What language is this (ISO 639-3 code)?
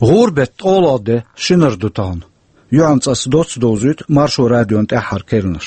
che